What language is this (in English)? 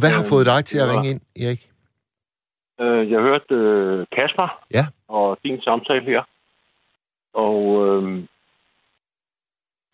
Danish